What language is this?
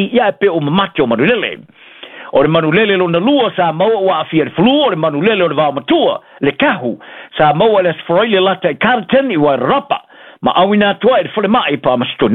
Samoan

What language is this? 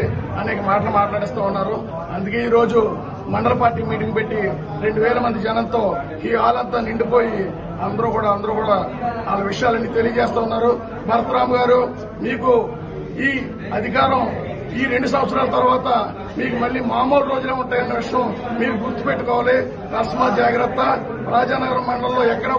Telugu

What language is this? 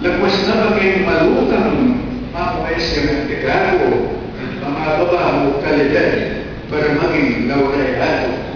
Pampanga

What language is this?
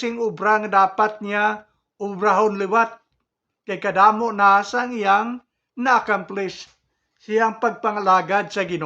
Hiligaynon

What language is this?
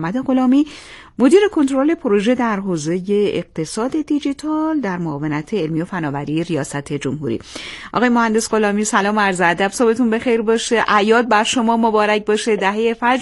Persian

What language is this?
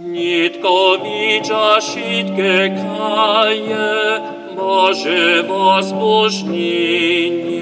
Upper Sorbian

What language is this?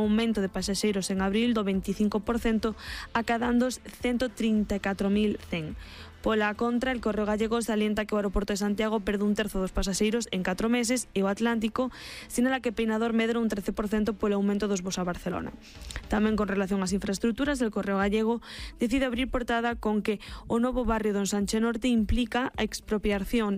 Galician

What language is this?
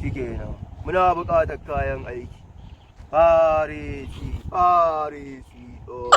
Hausa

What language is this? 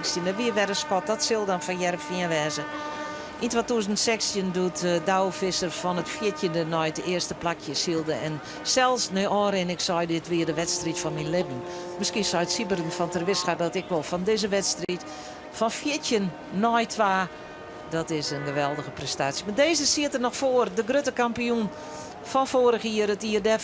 Western Frisian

